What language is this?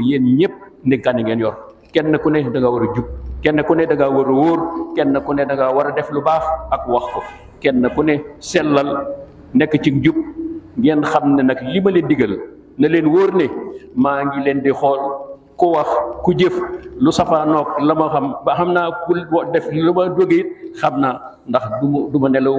Wolof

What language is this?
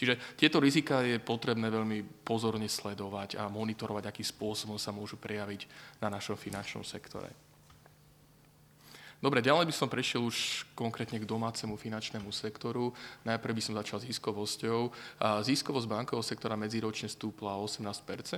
Slovak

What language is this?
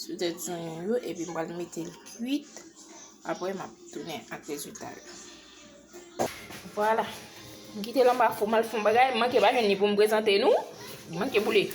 Haitian Creole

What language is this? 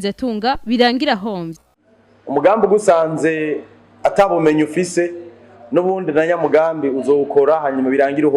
Rundi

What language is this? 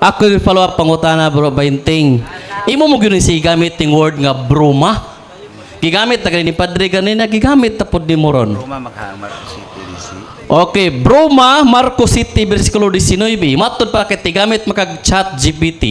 Cebuano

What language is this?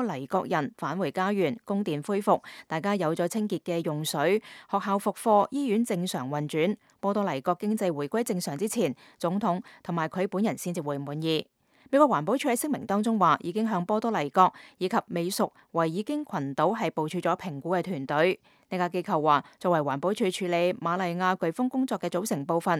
Cantonese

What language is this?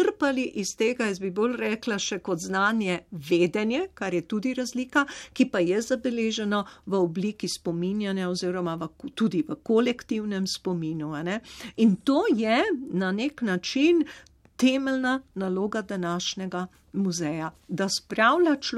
Slovenian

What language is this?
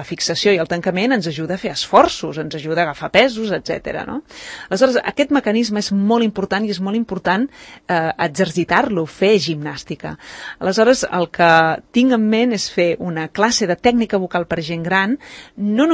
Catalan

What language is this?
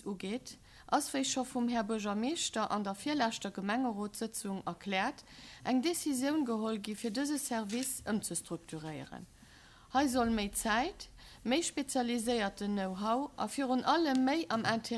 Luxembourgish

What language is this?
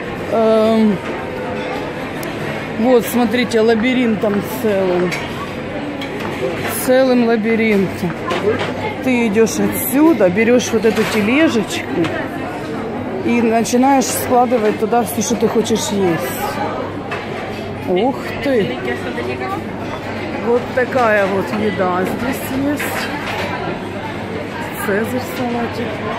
Russian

